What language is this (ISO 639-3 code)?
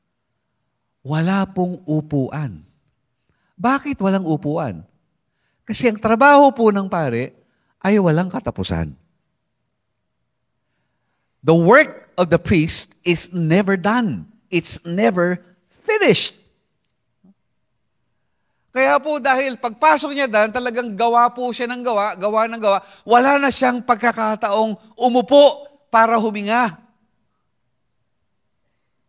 fil